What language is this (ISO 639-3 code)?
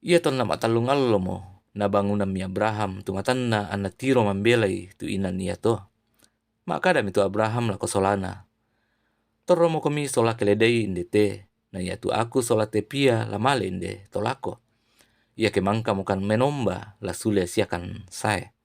sda